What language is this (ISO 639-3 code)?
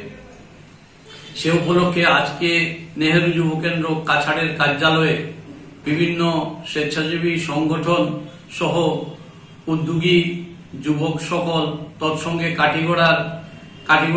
ben